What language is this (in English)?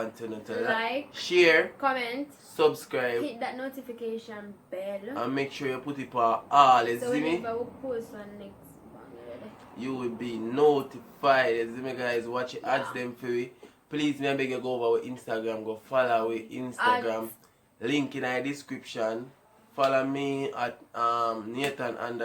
Jamaican Creole English